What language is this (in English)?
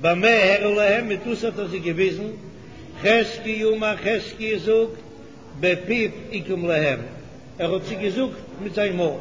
Yiddish